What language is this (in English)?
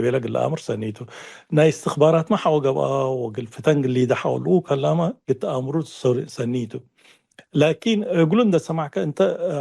Tigre